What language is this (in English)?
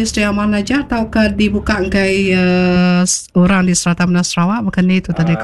Iban